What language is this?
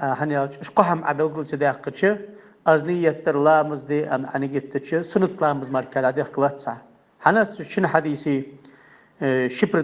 Ingush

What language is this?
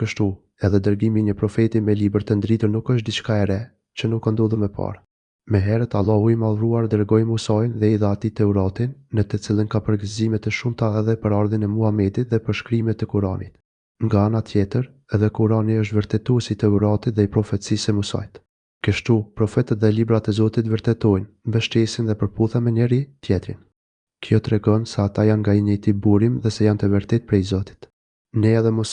Albanian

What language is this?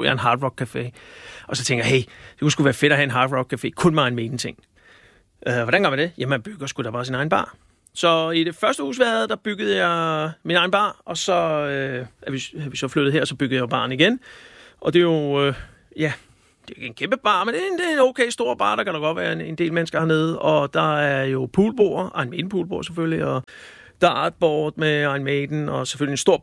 Danish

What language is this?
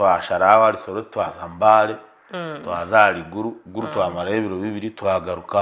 Nyankole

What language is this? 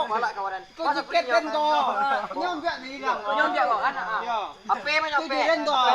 Minangkabau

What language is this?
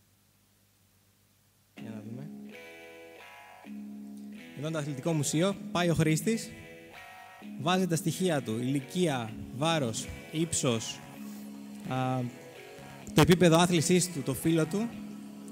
Greek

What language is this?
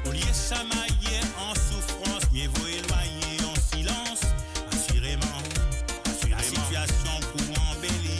Morisyen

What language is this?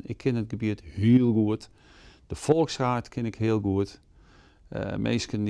Western Frisian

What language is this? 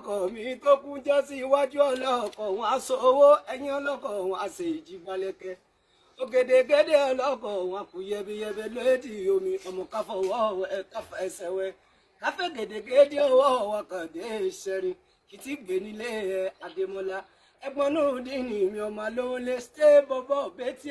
Yoruba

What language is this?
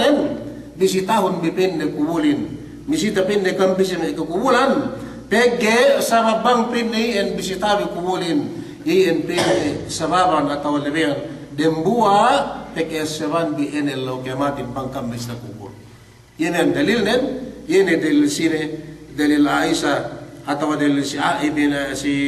Yakan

